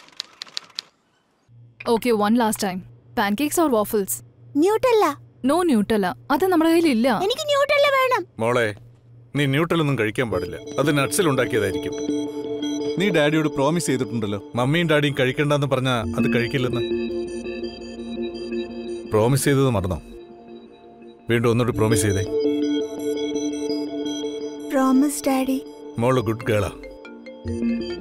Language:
Malayalam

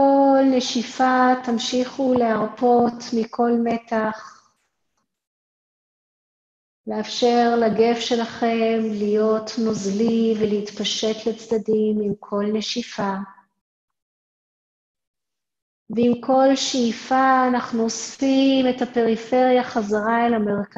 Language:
Hebrew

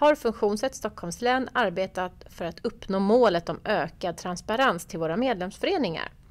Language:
Swedish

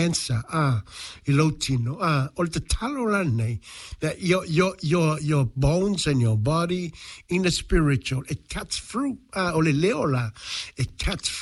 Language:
Samoan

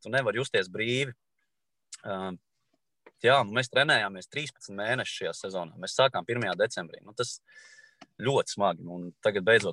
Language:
Latvian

